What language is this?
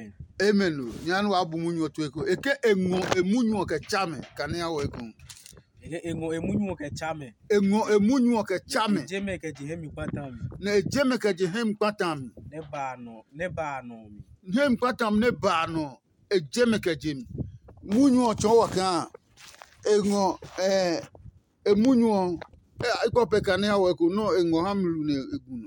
Adangme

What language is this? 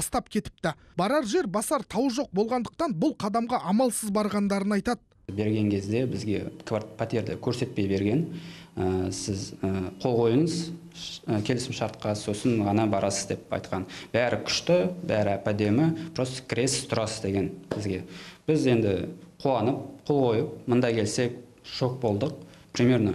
Kazakh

